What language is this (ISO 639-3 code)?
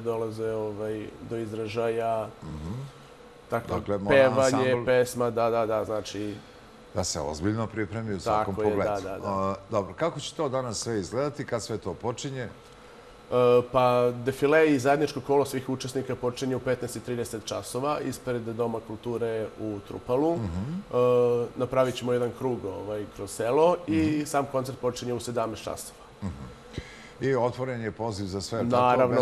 srp